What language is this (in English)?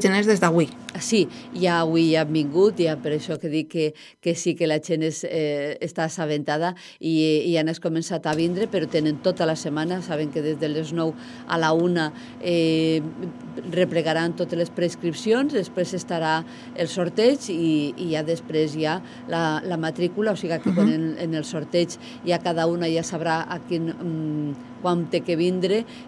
Catalan